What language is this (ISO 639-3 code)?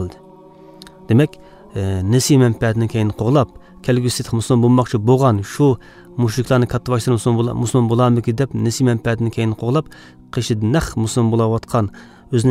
uig